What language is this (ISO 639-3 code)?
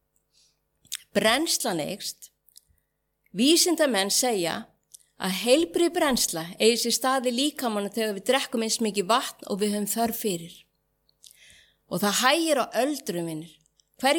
isl